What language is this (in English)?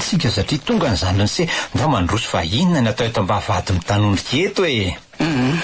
Malagasy